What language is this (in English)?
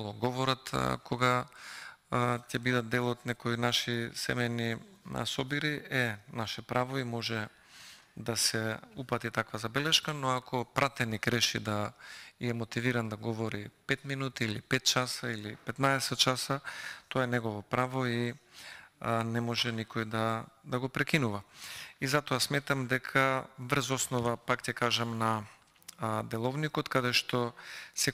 Macedonian